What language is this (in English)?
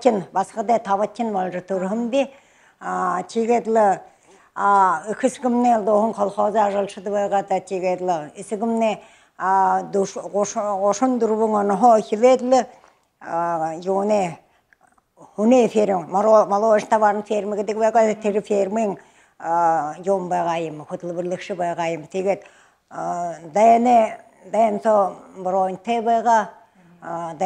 Buriat